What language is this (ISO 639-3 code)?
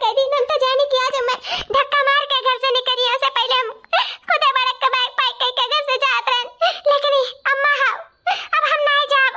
awa